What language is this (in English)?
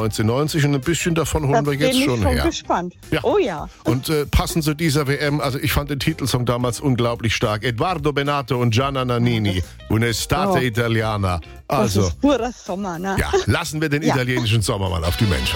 German